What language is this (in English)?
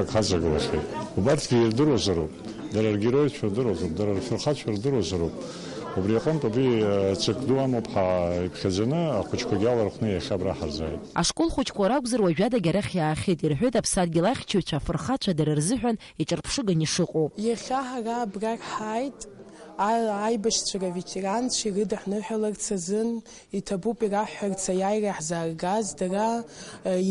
Abkhazian